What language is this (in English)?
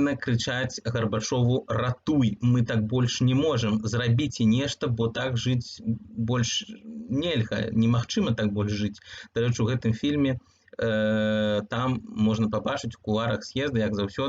Belarusian